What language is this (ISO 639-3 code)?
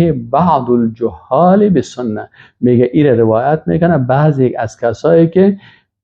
fas